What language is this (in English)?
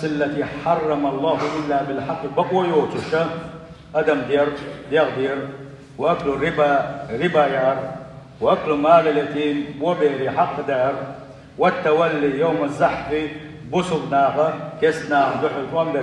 Chechen